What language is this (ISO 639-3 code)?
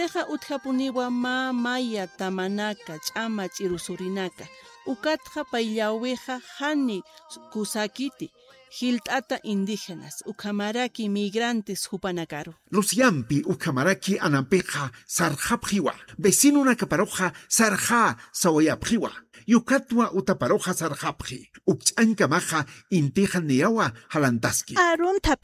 aym